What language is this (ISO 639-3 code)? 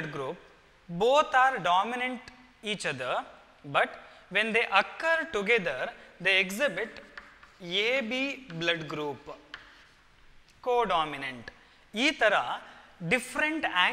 kan